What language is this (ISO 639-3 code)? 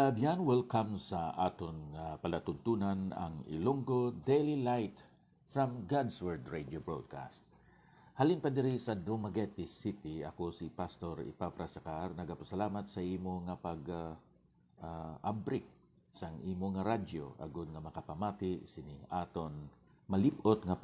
hil